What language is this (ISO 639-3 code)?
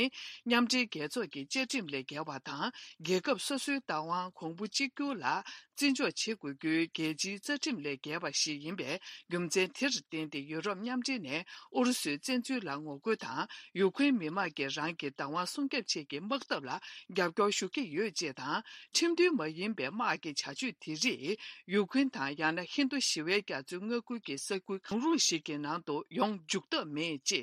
bod